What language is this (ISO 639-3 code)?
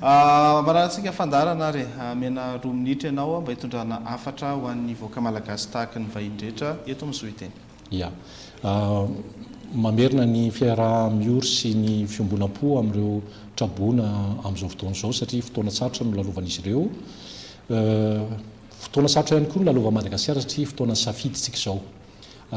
mlg